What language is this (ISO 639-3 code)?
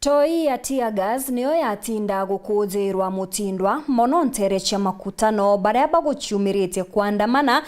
mer